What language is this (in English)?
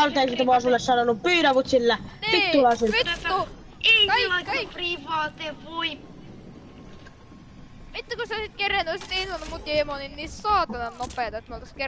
Finnish